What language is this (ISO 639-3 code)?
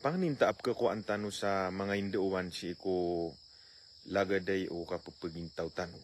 mrw